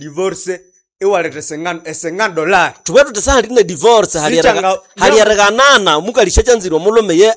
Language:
Nande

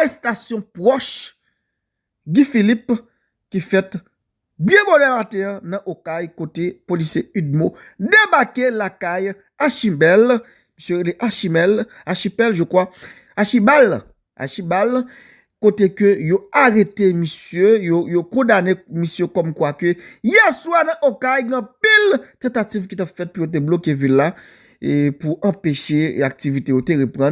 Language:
Haitian Creole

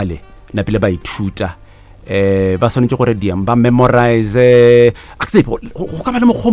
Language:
Northern Sotho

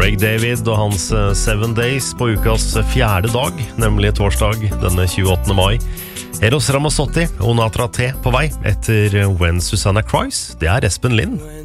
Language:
Norwegian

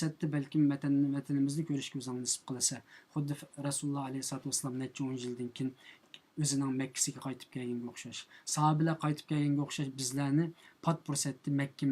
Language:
Uyghur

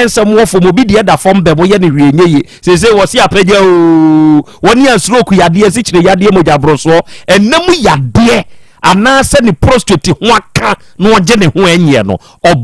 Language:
Akan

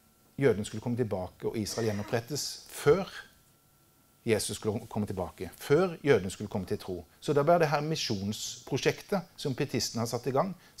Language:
Norwegian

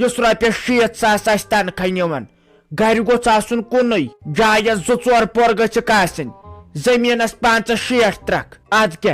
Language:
Kashmiri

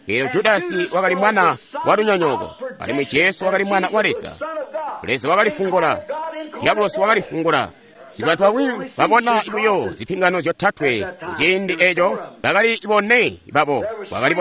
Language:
Tonga (Zambia)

